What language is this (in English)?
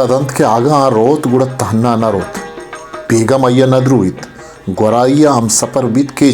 Baluchi